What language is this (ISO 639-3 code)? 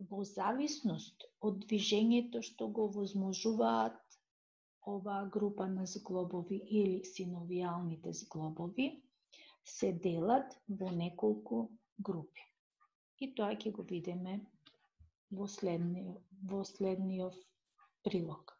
mkd